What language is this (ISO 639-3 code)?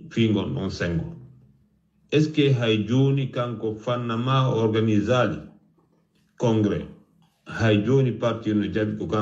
ful